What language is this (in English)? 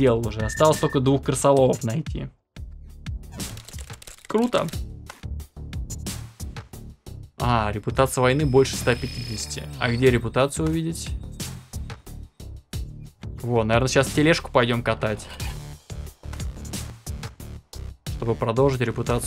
Russian